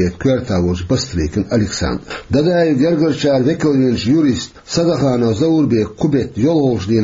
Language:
Chechen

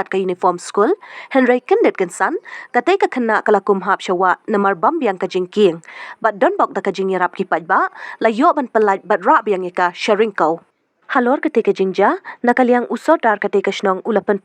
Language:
Khasi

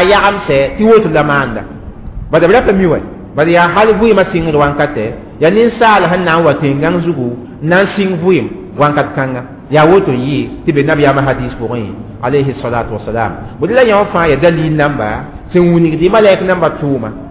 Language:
Mossi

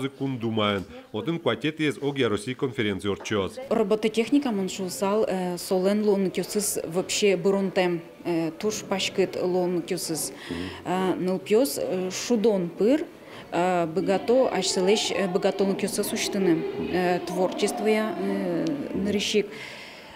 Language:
Udmurt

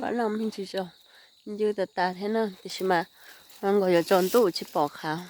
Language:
Hmong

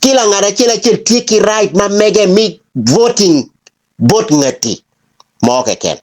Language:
Acoli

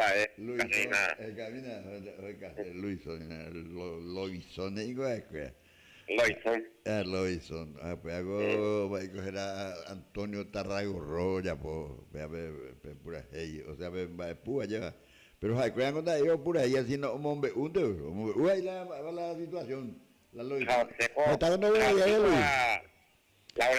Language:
Guarani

